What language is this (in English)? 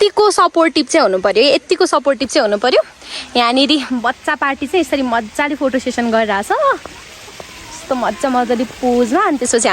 Nepali